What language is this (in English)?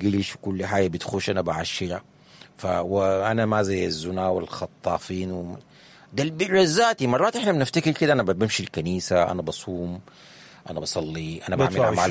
Sudanese Arabic